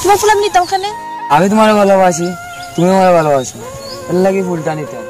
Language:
Sylheti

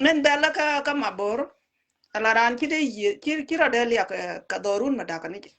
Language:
Nuer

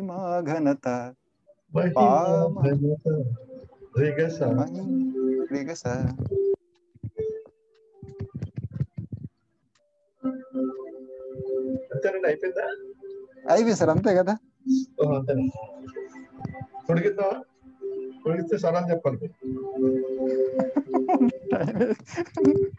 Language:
Telugu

